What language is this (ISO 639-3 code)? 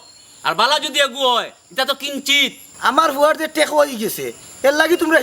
syl